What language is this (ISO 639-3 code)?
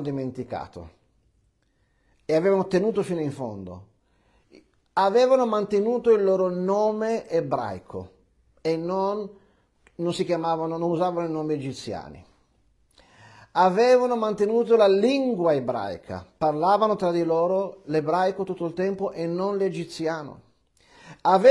ita